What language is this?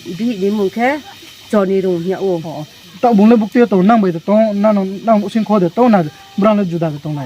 Riang (India)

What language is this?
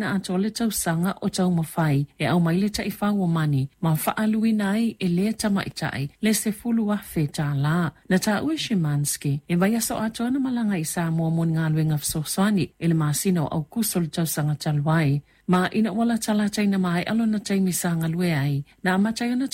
Samoan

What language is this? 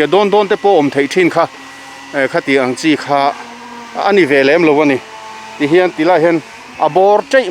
Mizo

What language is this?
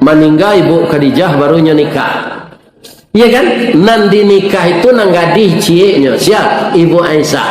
Minangkabau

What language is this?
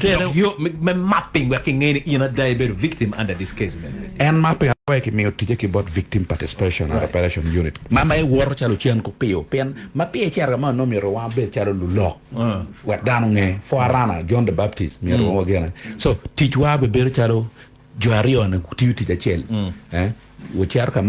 Acoli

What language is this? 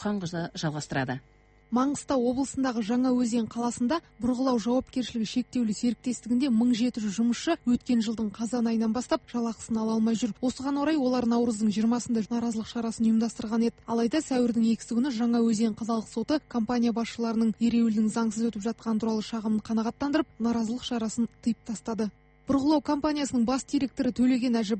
Kazakh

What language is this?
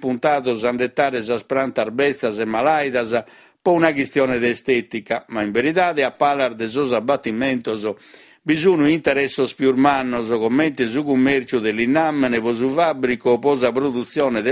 Sardinian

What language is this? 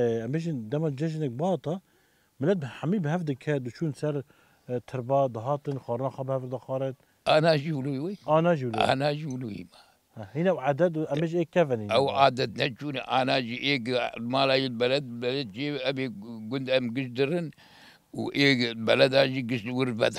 Kurdish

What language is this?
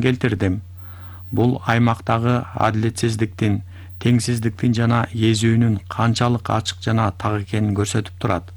Kyrgyz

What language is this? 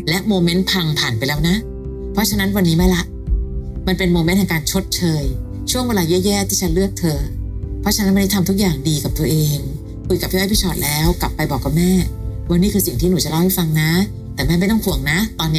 Thai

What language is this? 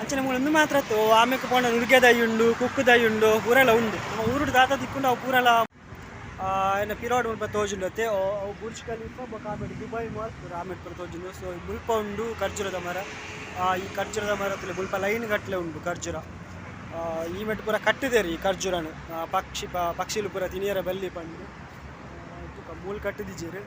Tulu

